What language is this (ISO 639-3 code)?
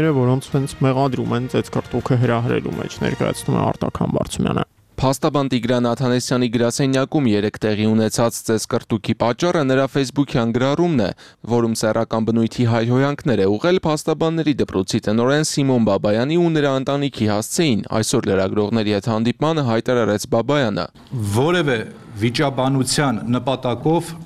hye